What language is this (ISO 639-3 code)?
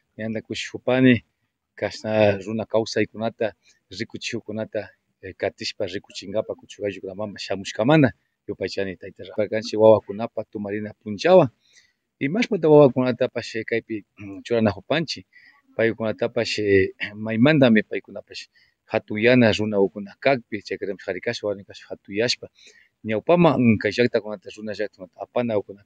qvi